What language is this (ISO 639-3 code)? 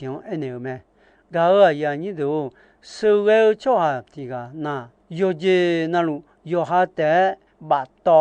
ahk